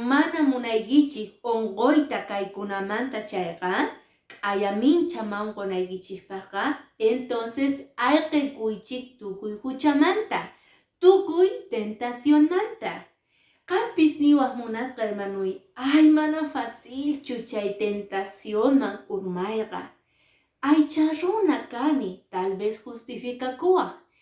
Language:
Quechua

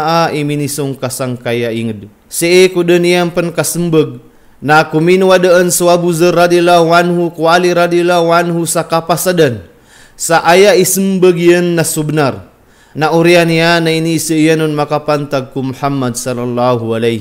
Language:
Maranao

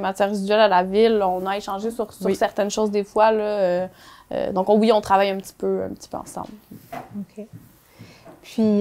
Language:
French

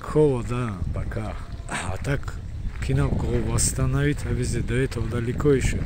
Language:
Avaric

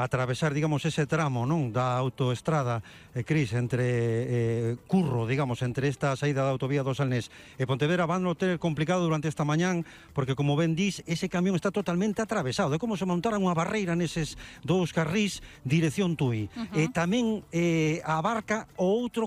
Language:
Galician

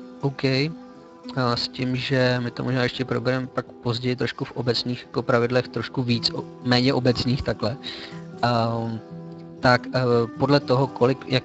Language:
Czech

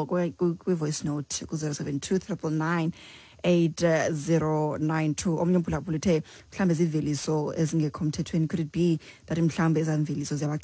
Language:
Xhosa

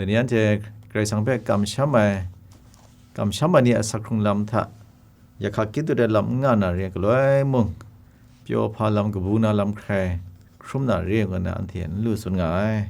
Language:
Kachin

